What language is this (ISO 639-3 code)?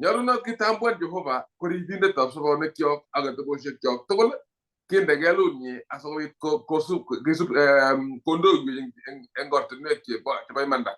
kln